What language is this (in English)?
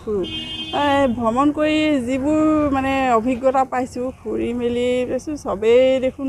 Assamese